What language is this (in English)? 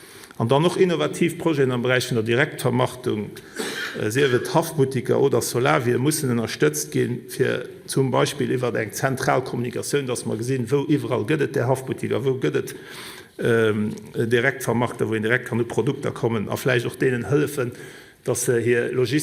Luxembourgish